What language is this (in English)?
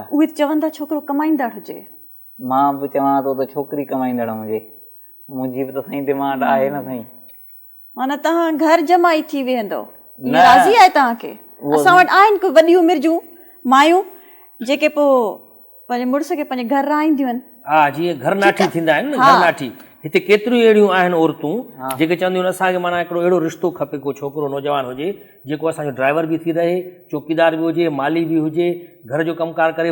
Sindhi